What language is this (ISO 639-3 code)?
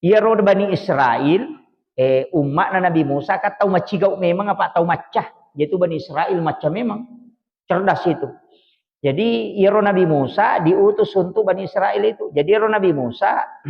bug